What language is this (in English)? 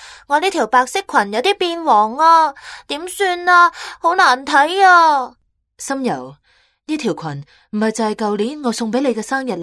Cantonese